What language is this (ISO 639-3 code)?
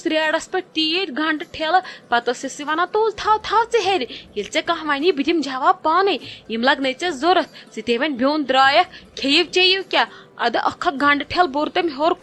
kas